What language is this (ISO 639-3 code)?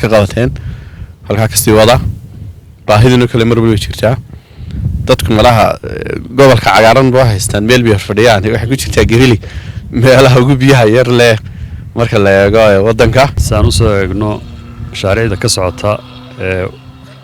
som